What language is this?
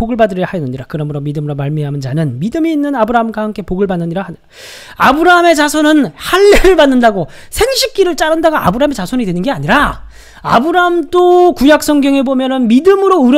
Korean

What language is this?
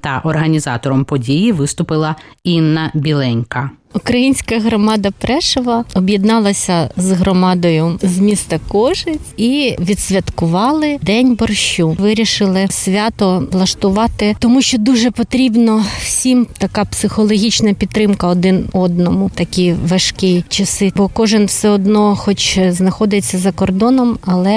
Ukrainian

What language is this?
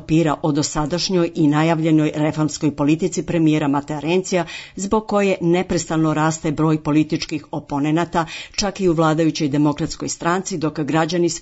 Serbian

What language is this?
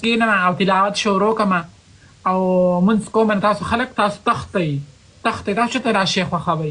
Pashto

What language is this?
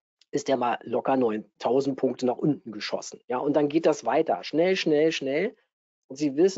German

